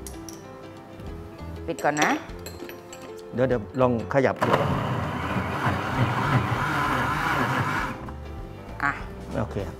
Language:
Thai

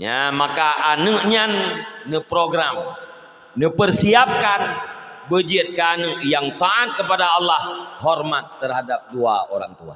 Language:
Achinese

